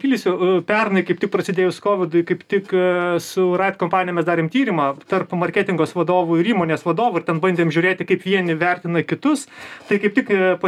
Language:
Lithuanian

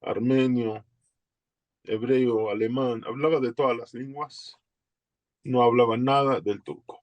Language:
Ladino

